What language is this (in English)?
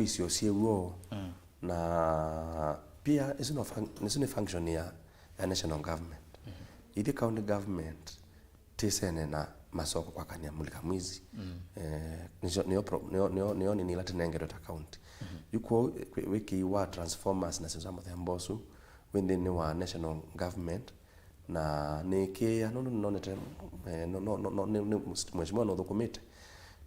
Kamba